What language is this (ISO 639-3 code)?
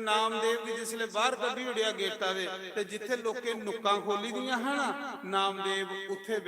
doi